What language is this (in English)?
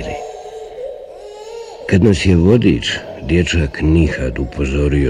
Bosnian